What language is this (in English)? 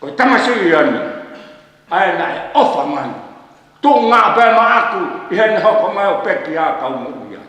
Tongan